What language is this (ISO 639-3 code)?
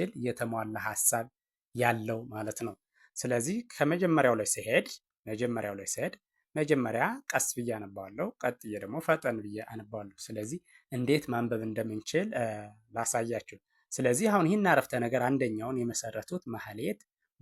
amh